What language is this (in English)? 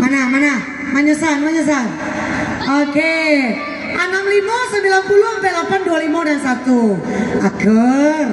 Minangkabau